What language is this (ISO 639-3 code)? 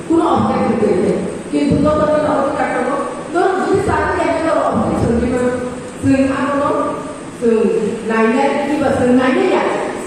trp